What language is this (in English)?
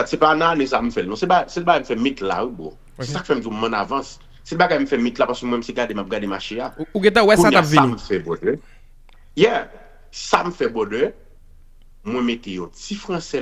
Haitian Creole